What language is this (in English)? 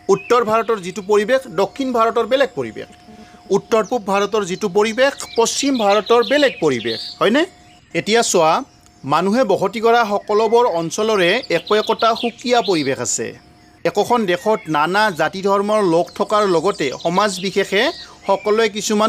Assamese